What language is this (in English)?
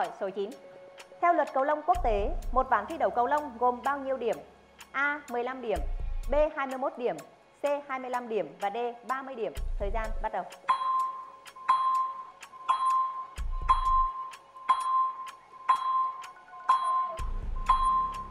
Vietnamese